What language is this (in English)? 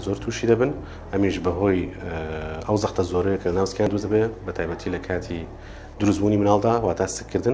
Central Kurdish